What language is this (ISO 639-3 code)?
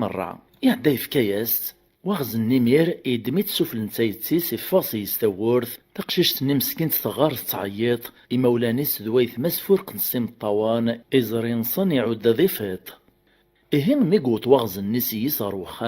kab